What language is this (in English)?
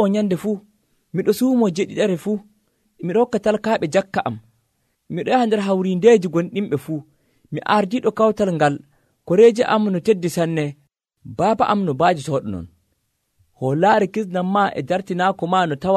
Nigerian Fulfulde